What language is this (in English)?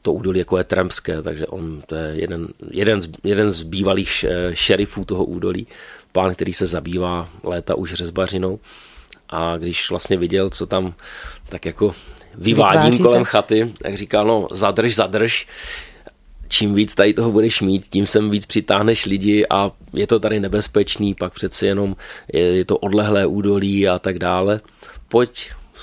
Czech